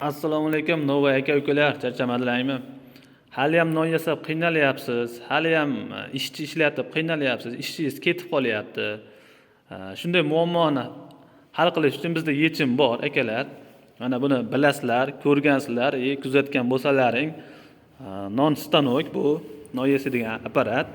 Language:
Uzbek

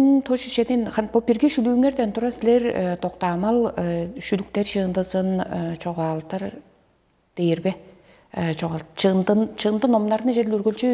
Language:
Tuvinian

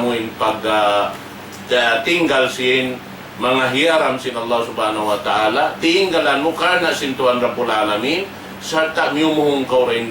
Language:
Tausug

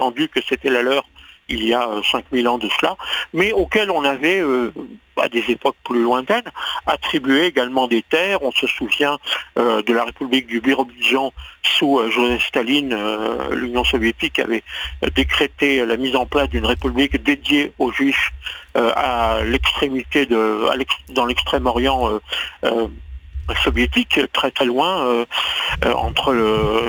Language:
French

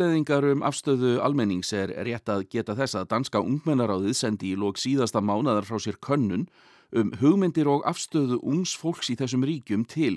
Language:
Icelandic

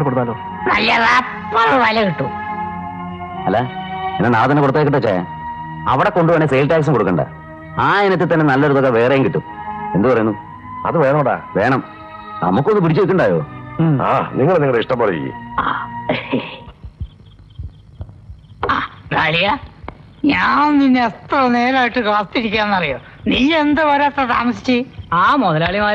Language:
Malayalam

